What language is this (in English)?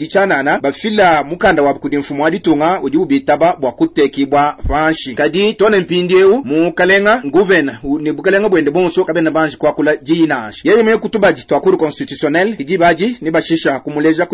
Luba-Lulua